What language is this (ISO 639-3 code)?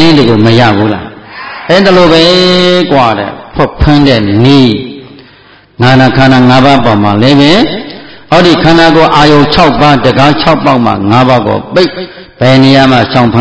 mya